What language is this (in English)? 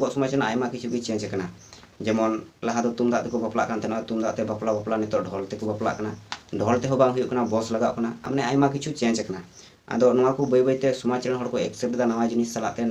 Santali